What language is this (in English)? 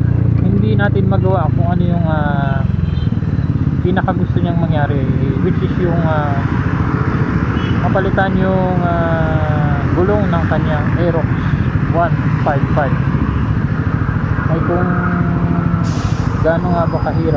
Filipino